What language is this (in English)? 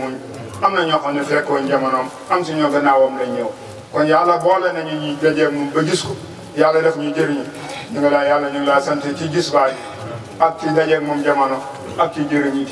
Wolof